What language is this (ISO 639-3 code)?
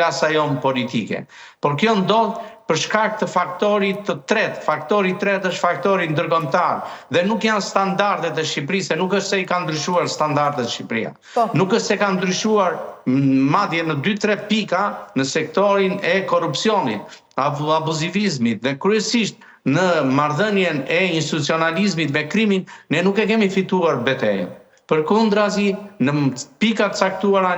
sqi